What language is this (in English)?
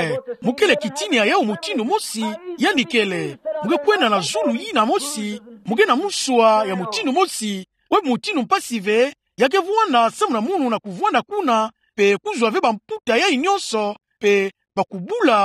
Kituba (Democratic Republic of Congo)